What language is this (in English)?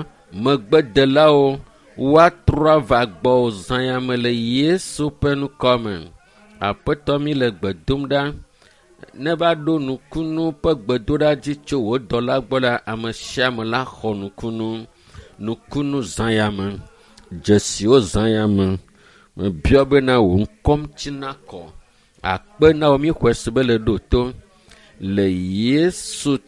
Ewe